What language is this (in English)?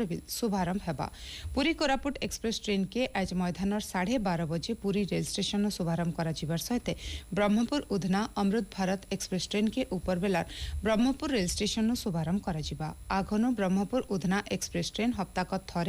Odia